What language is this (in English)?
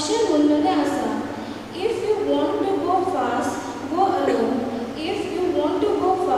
Konkani